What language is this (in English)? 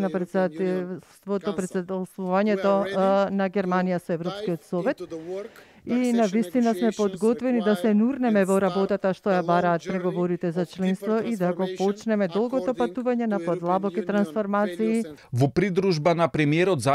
Macedonian